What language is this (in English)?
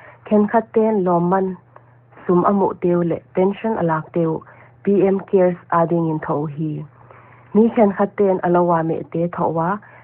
Paite Chin